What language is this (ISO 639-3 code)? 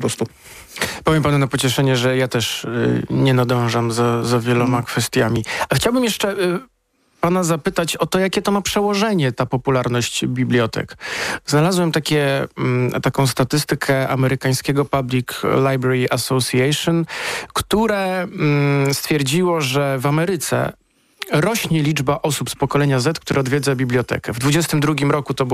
pol